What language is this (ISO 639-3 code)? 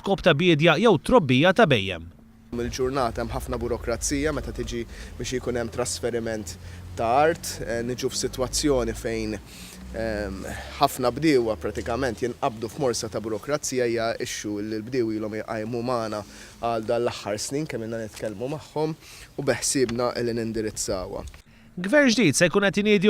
mlt